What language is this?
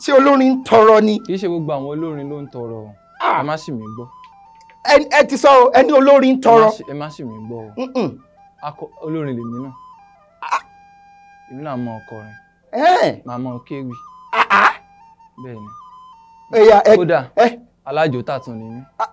Yoruba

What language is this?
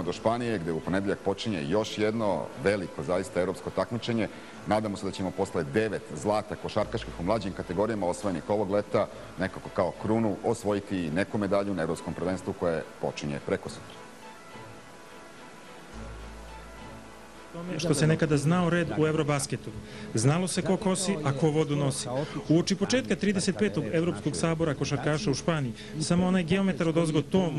Serbian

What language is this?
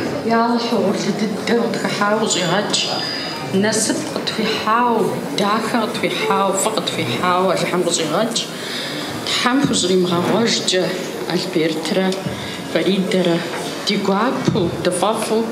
Kabardian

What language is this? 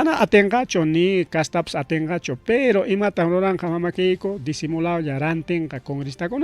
Ayacucho Quechua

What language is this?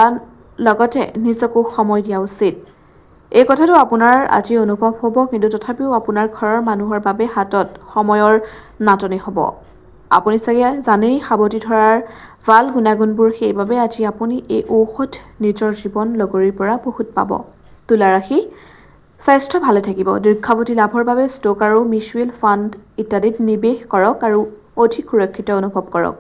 Assamese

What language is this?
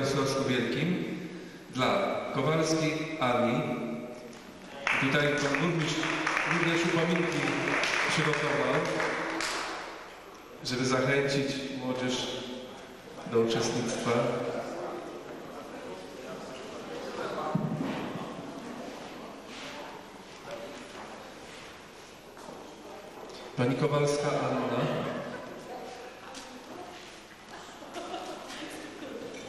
Polish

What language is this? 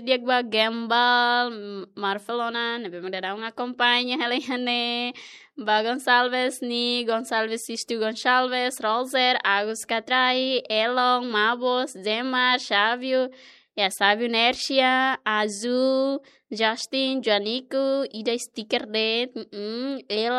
Tetum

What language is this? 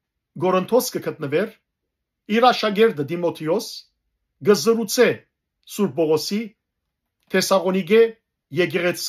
Western Armenian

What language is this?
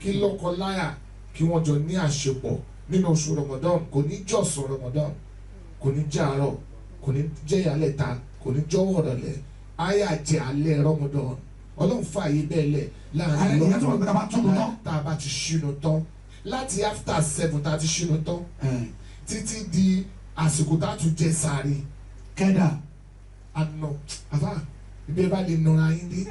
Yoruba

